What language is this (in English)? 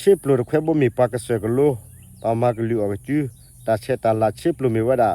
S'gaw Karen